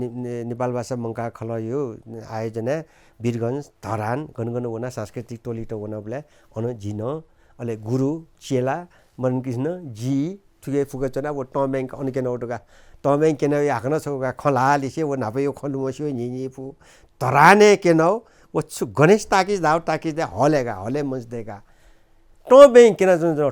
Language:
Newari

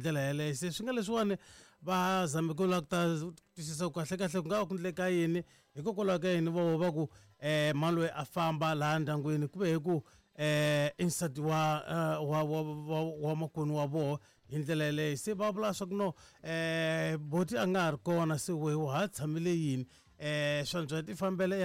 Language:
Tsonga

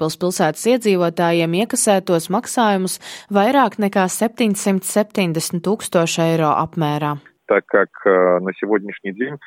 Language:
Latvian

